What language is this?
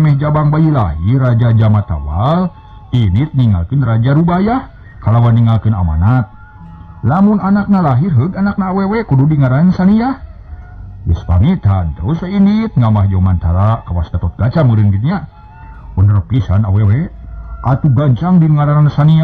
Sundanese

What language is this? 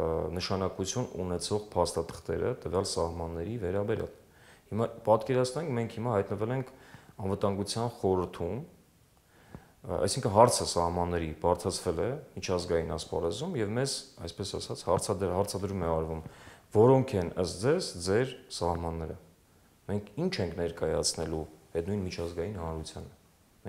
Armenian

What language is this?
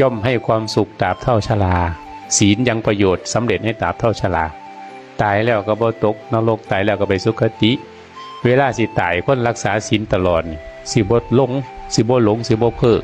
Northeastern Thai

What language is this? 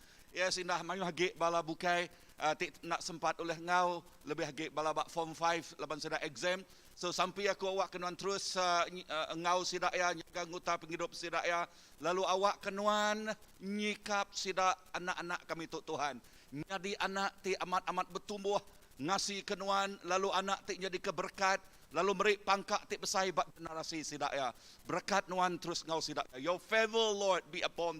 Iban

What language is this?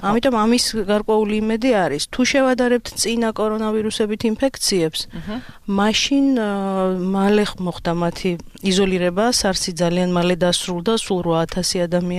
Georgian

